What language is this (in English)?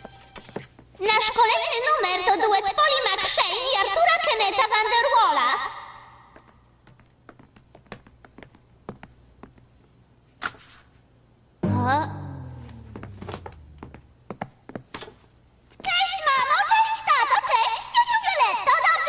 Polish